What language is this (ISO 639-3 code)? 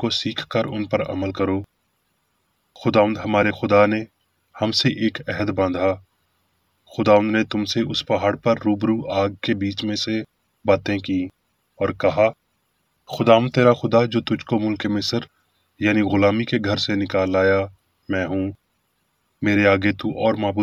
urd